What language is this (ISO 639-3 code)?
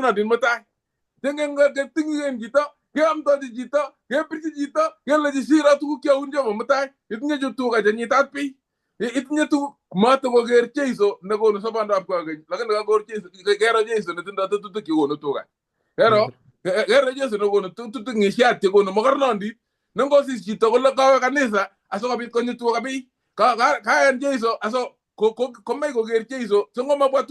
kln